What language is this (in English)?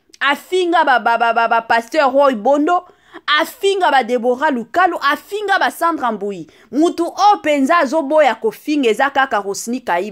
Lingala